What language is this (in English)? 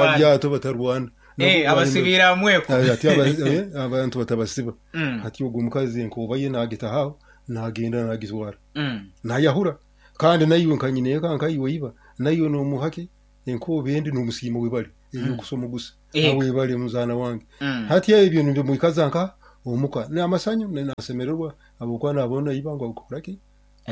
Nyoro